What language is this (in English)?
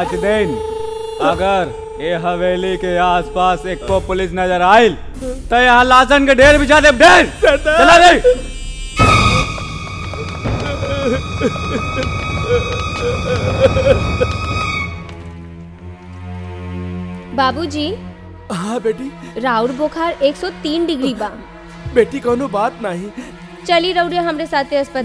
Bhojpuri